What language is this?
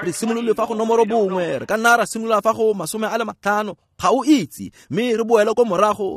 Tswana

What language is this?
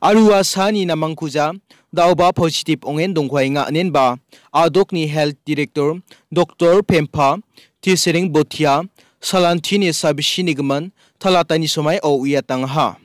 Garo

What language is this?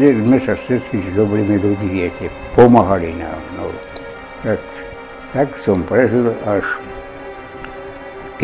Slovak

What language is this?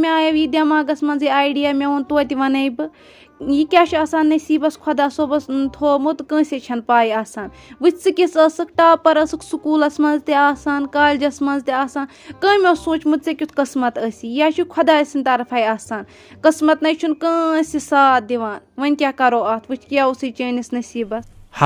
Kashmiri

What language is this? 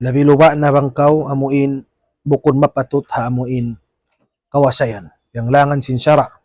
Tausug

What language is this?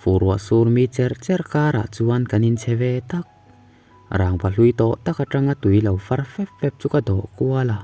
Mizo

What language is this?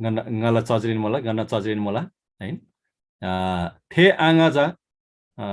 Eastern Tamang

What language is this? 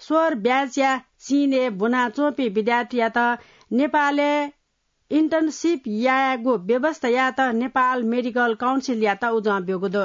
Newari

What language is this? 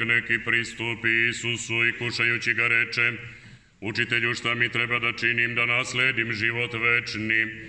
Serbian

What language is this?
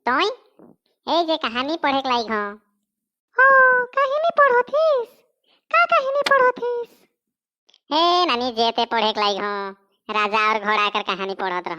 Sadri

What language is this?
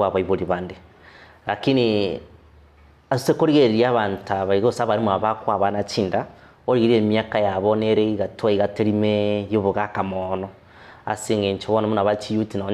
Gusii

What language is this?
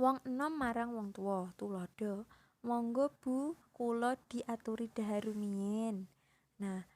Javanese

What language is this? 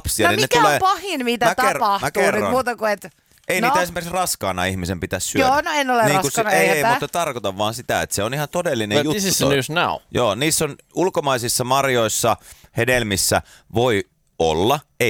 Finnish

